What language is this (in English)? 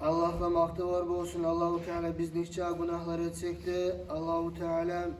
Kumyk